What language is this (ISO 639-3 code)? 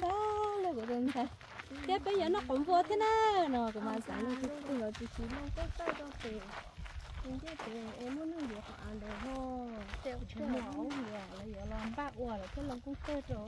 hmn